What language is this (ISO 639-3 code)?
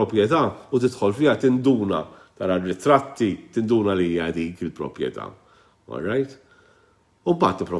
mlt